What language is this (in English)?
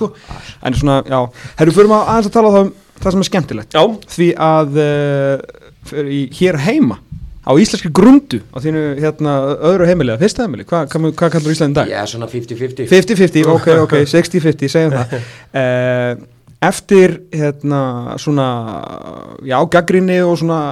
Icelandic